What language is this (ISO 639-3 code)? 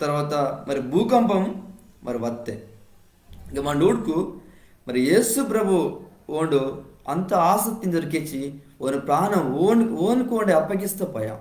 kff